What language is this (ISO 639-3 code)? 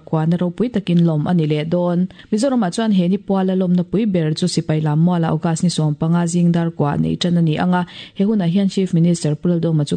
lus